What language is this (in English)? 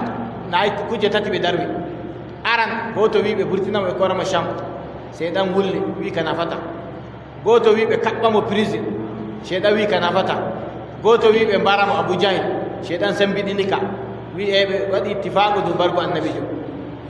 Adamawa Fulfulde